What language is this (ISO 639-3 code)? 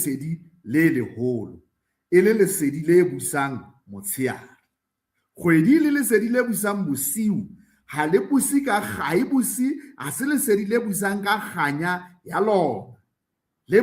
sot